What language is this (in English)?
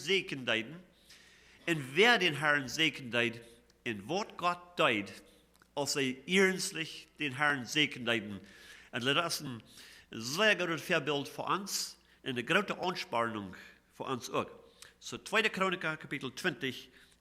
Plautdietsch